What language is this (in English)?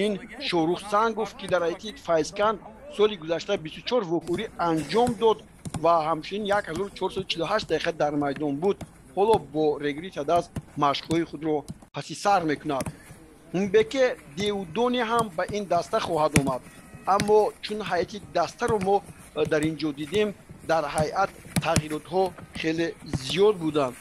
Tajik